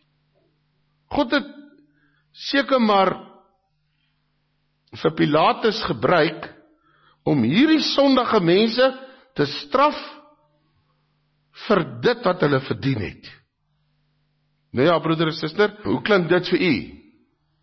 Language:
Afrikaans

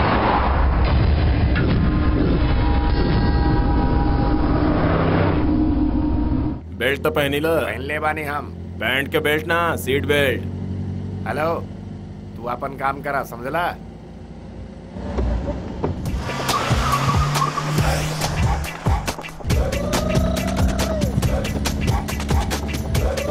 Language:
Bhojpuri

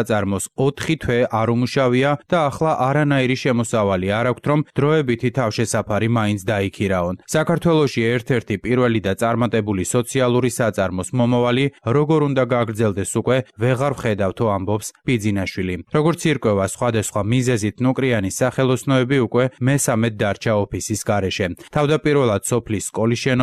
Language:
Georgian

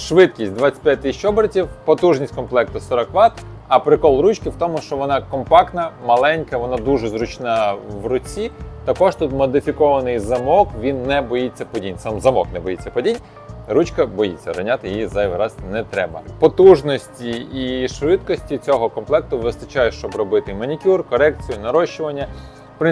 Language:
Ukrainian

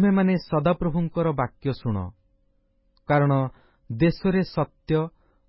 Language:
Odia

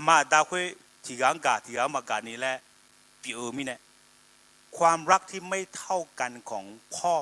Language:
Akha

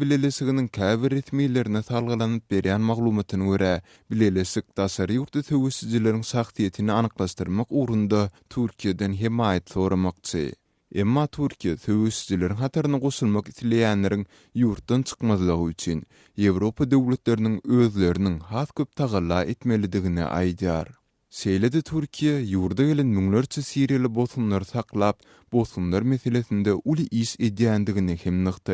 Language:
Turkmen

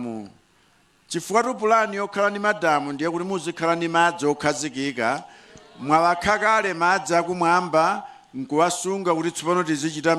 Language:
Nyanja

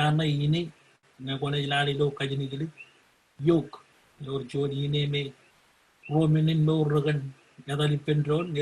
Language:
Marshallese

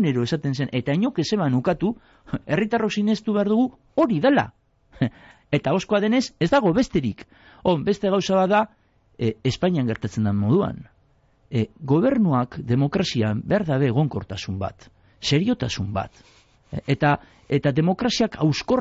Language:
Basque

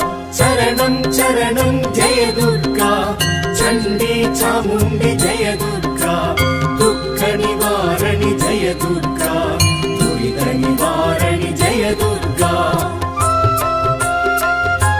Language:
Tamil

